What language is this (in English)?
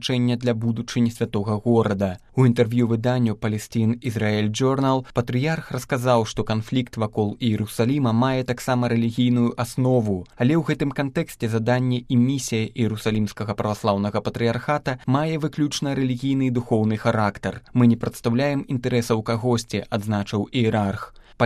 Belarusian